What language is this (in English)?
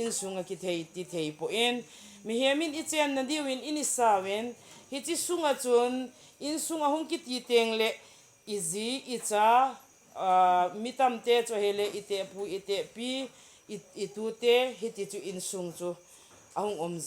Thado Chin